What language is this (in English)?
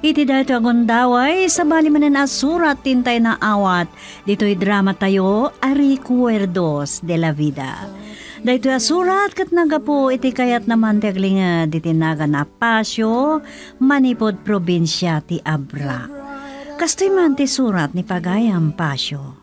Iloko